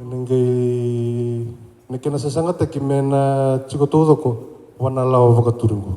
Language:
Fijian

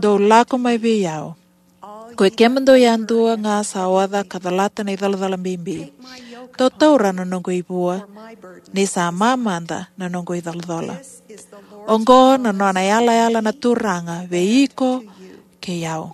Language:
Fijian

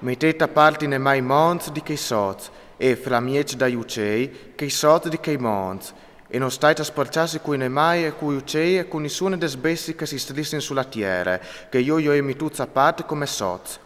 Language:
Friulian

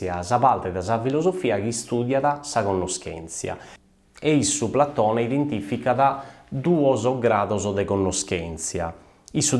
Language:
Sardinian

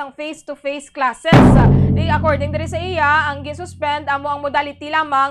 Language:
Hiligaynon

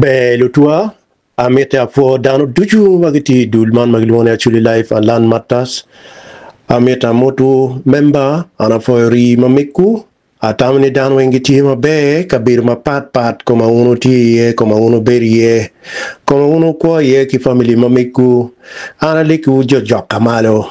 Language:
Acoli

